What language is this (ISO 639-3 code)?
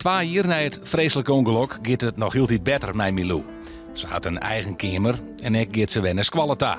fry